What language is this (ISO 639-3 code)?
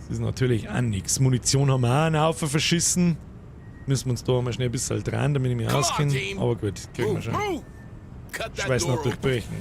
bar